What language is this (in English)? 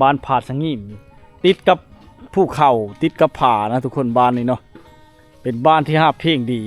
Lao